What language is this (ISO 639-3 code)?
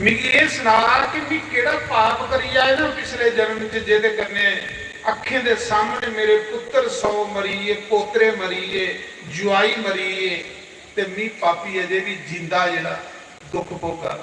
doi